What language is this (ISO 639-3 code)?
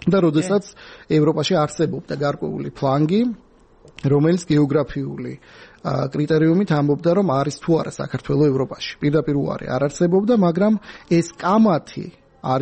kat